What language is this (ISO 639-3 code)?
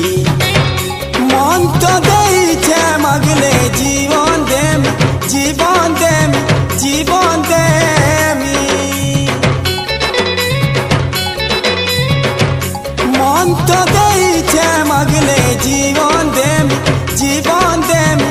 spv